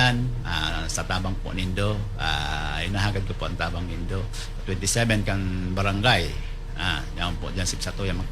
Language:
Bikol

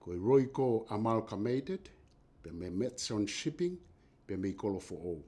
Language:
Tongan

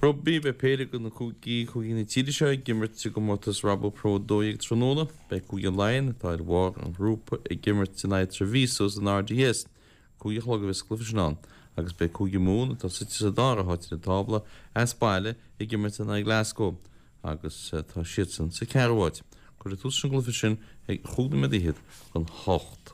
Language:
Irish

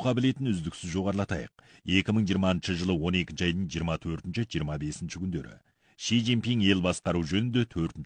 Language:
Kazakh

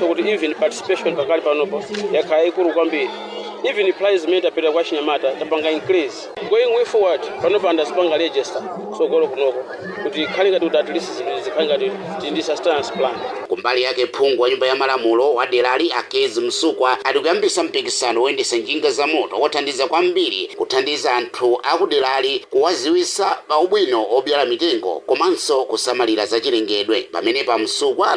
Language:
Nyanja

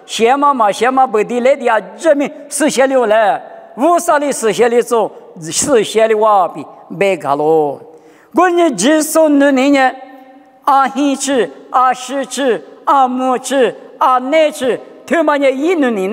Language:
Lisu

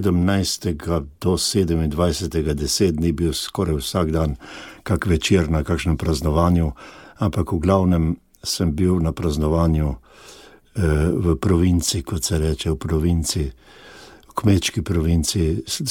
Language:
Slovenian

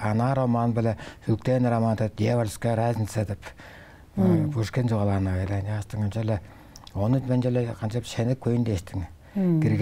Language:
Tuvinian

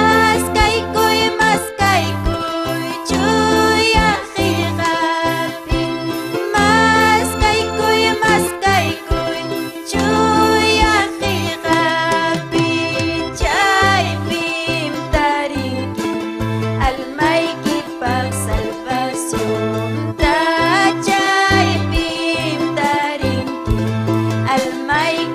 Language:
Ayacucho Quechua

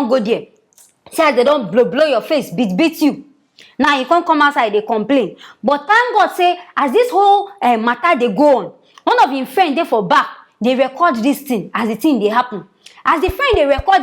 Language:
Nigerian Pidgin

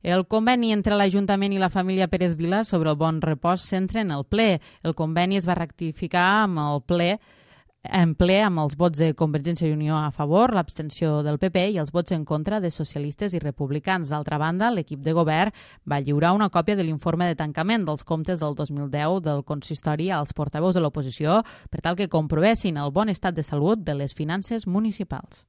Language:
Catalan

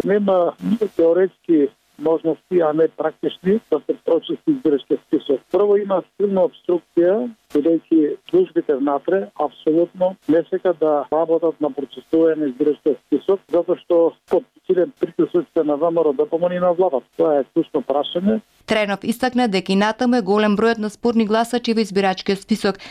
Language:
Macedonian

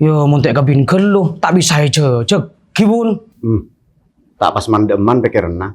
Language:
Madurese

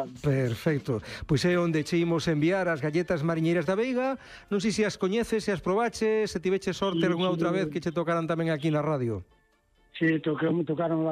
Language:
Galician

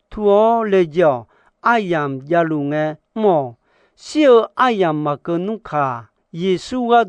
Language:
Akha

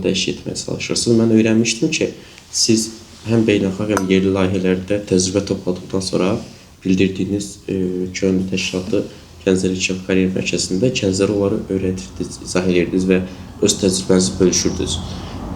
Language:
Azerbaijani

